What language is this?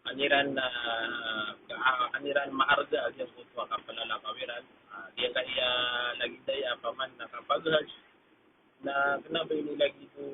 Maranao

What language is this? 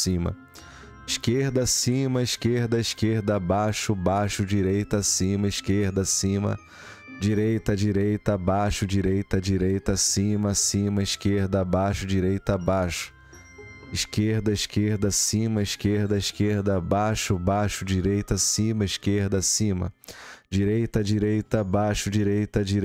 Portuguese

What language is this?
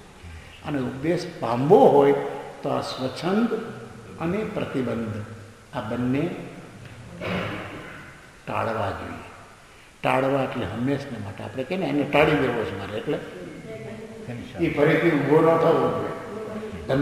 Gujarati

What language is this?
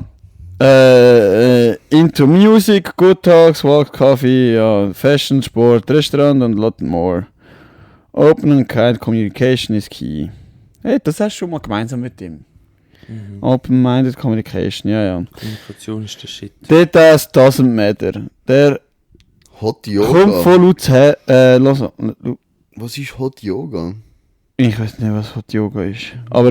Swiss German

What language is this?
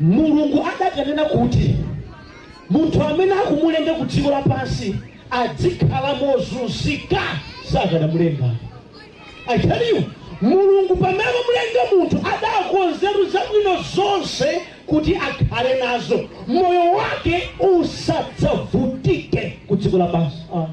Nyanja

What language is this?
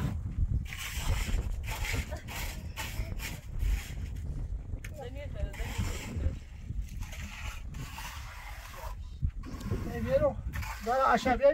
Persian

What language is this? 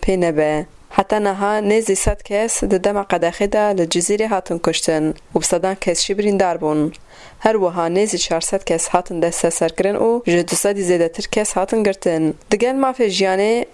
Kurdish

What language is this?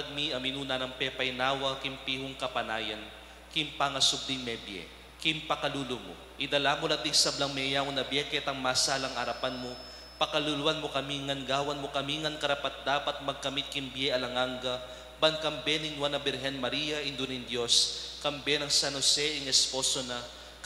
Pampanga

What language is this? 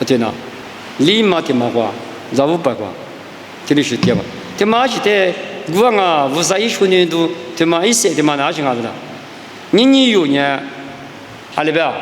Lisu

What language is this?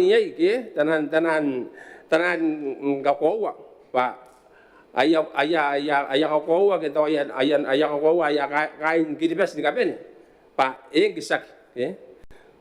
Gilbertese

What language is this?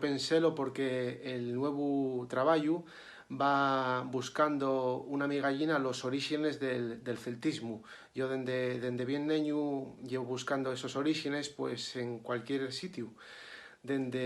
Asturian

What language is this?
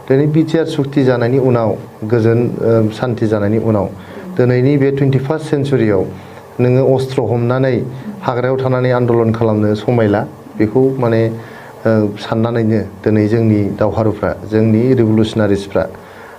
Bodo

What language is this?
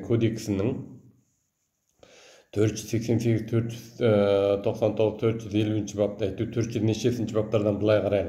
Kazakh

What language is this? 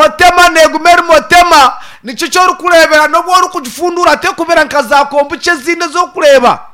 Nyankole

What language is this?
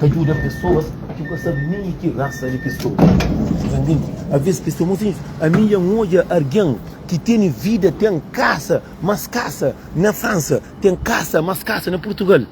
Kabuverdianu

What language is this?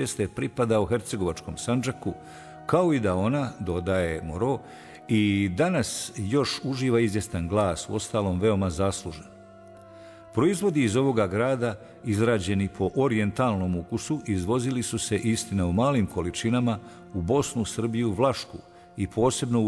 Bosnian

